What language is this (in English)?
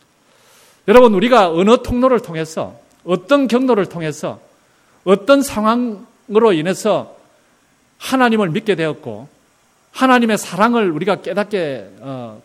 Korean